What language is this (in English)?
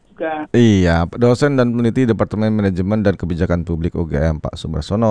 Indonesian